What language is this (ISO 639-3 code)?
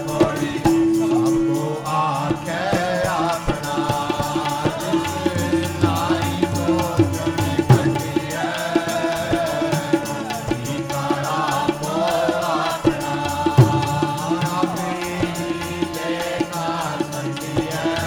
pan